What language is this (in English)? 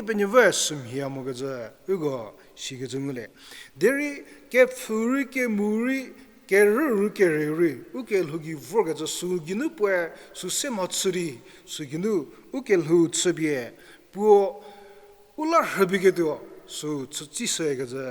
Angami Naga